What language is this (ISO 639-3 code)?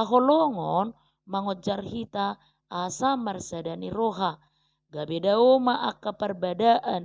bbc